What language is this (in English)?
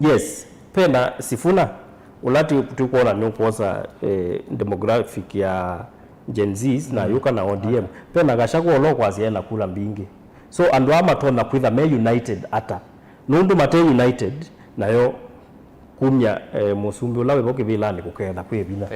Kamba